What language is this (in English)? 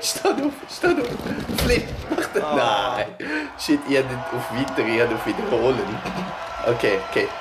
Swiss German